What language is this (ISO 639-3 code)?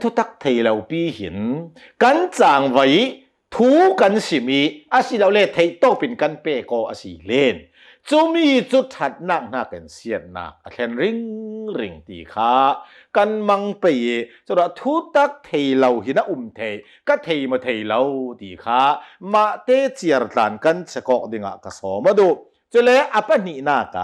cnh